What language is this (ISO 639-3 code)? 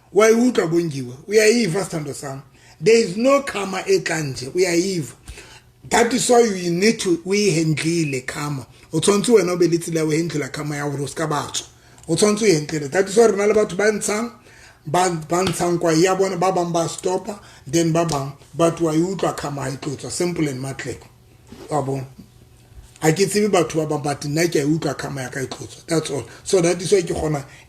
sot